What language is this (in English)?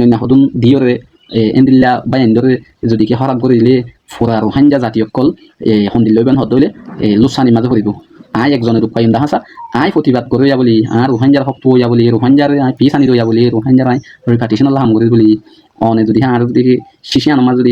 Rohingya